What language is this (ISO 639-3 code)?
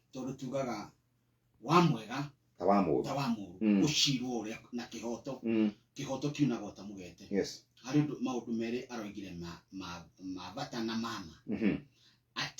kik